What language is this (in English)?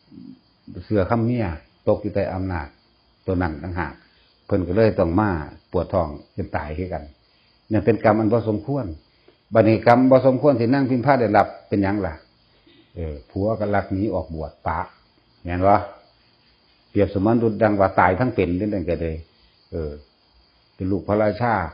Northeastern Thai